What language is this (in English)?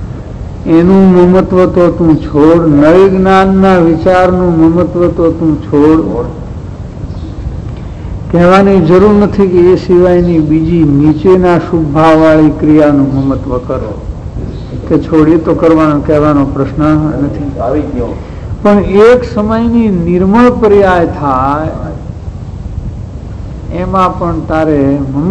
Gujarati